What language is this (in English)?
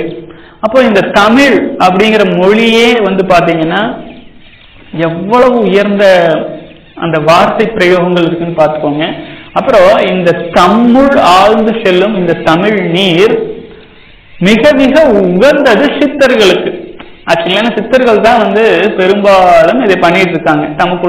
Tamil